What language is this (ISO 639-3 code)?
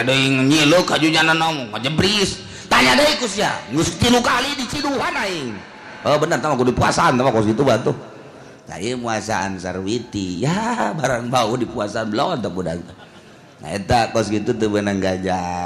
sun